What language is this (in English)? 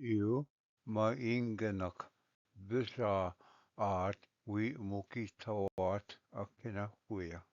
Ojibwa